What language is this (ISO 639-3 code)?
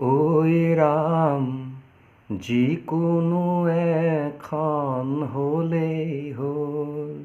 asm